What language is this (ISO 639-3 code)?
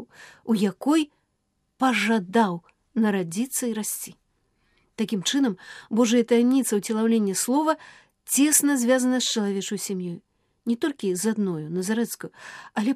bel